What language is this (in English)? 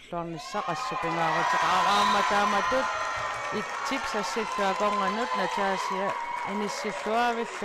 Kalaallisut